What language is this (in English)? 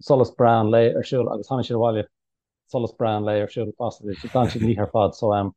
Irish